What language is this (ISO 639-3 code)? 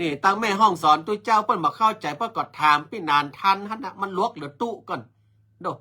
nod